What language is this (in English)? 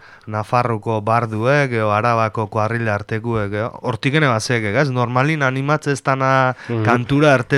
Basque